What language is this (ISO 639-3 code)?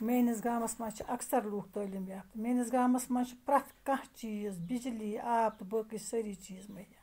kas